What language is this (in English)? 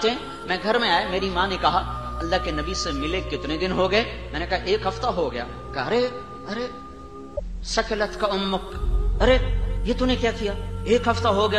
Urdu